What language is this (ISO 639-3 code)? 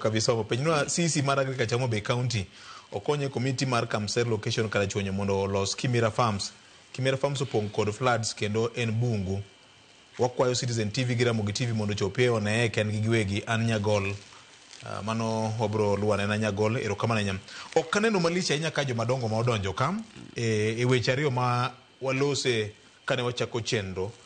luo